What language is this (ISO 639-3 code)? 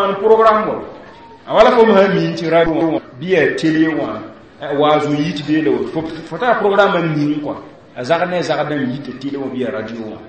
mos